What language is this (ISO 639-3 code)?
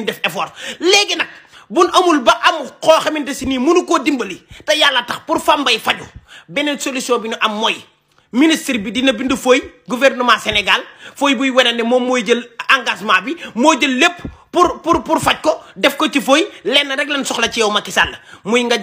wol